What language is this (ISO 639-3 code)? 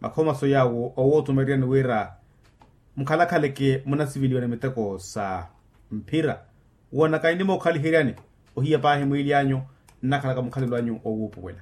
vmw